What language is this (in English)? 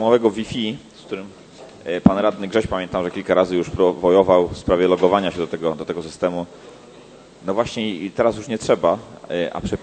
Polish